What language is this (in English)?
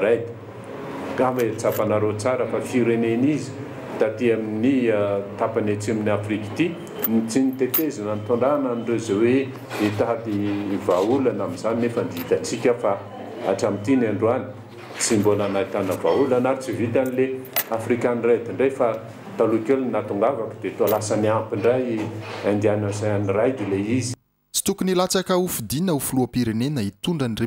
Malagasy